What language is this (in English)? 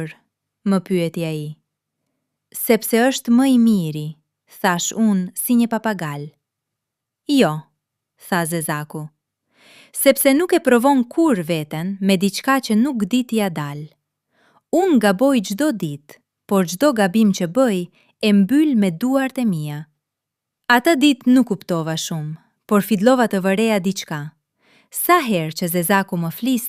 Albanian